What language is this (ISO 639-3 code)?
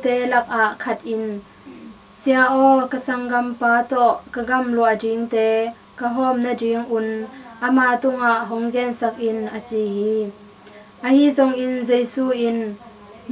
ctd